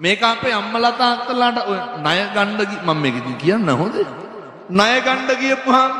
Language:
Sinhala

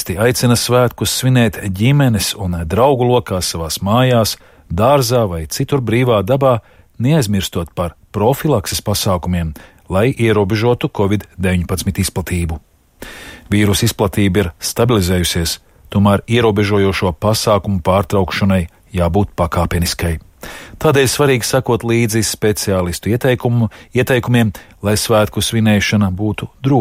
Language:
Latvian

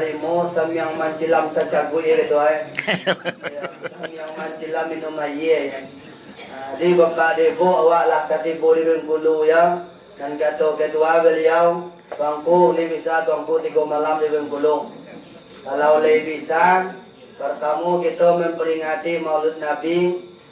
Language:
Minangkabau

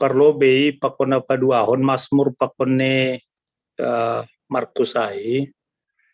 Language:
Batak Simalungun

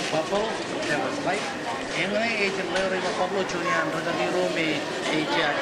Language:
Marshallese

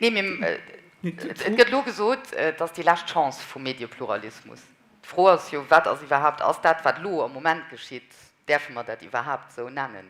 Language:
Luxembourgish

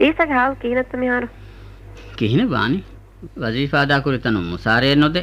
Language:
Divehi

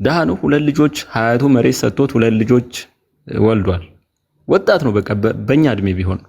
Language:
Amharic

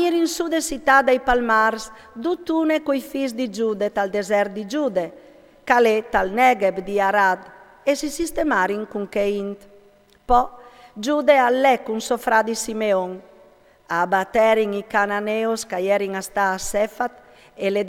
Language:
Friulian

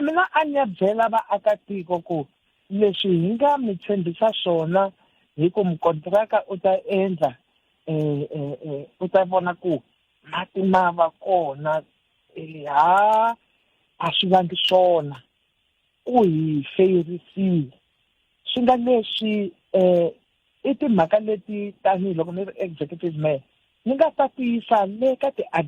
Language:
Tsonga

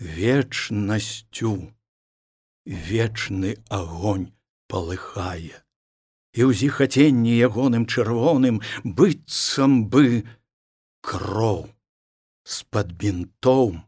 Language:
Belarusian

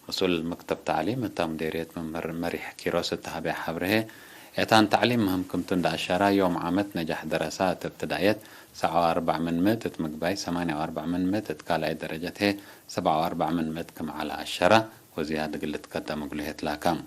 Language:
Tigre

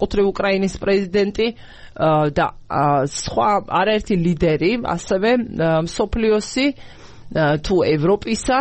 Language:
Georgian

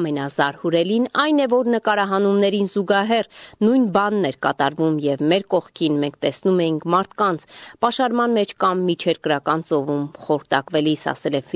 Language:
Armenian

